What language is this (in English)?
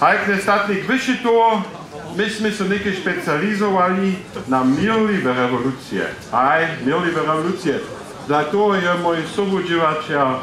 Upper Sorbian